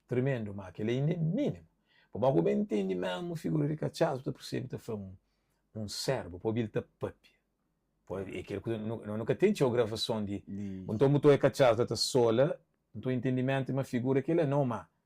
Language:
Kabuverdianu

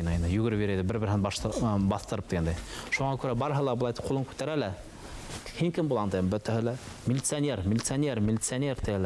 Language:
Bashkir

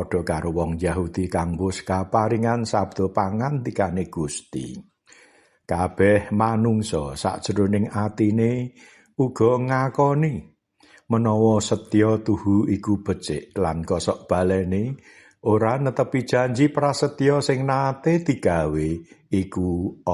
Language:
Javanese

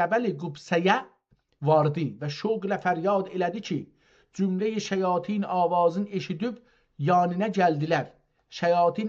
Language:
South Azerbaijani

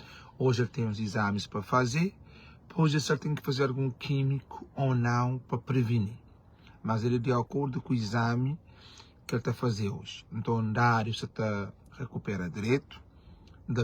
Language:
Kabuverdianu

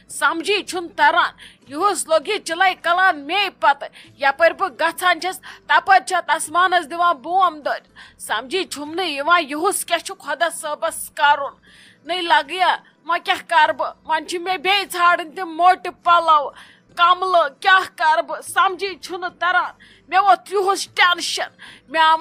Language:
Kashmiri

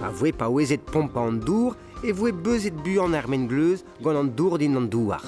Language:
Breton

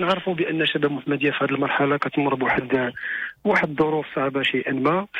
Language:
Moroccan Arabic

